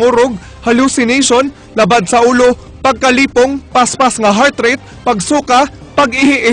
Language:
Cebuano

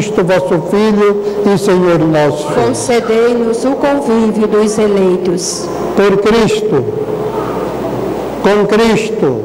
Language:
Portuguese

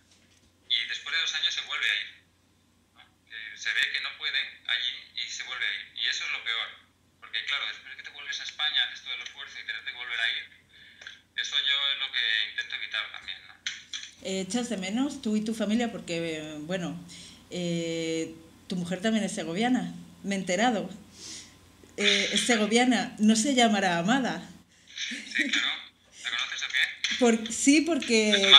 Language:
Spanish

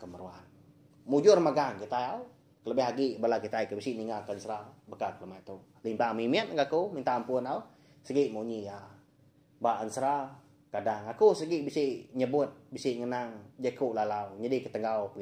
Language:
Iban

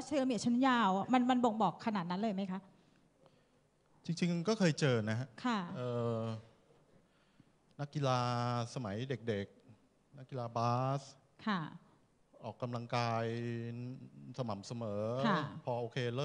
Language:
Thai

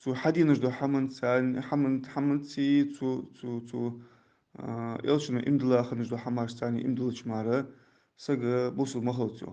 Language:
Ingush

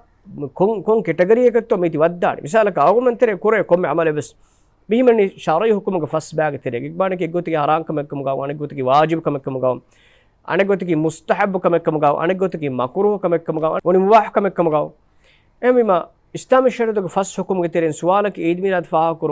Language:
Divehi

